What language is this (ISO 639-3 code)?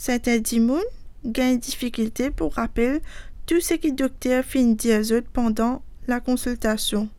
mfe